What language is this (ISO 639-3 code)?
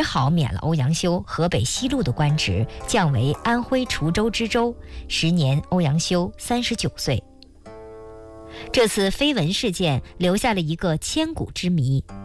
zho